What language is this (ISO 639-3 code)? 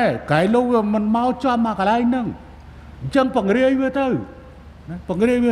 khm